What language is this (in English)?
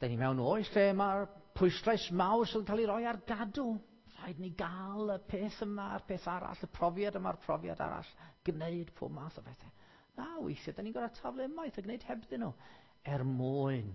Welsh